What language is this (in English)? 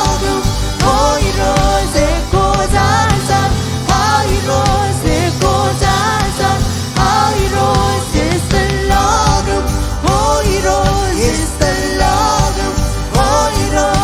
Marshallese